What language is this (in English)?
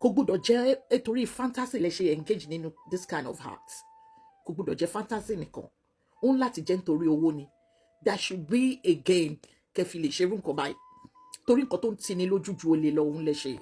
Yoruba